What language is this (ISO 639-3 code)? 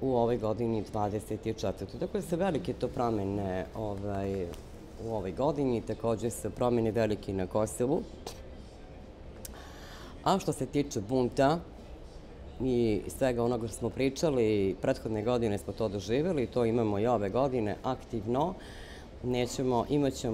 srp